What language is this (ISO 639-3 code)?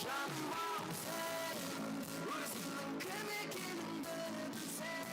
kaa